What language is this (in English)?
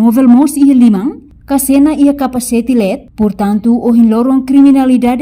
Tetum